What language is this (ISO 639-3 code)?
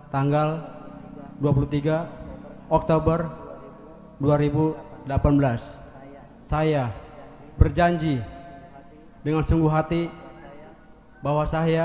ind